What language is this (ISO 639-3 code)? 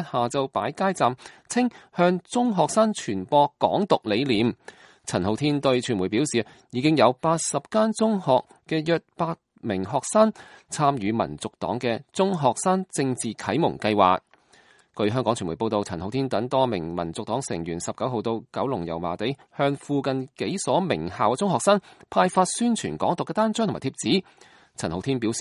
yue